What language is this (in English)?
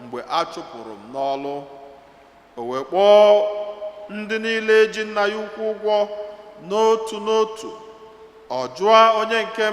Igbo